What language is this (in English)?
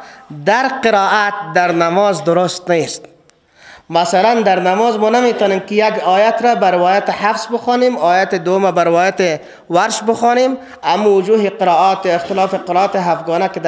Persian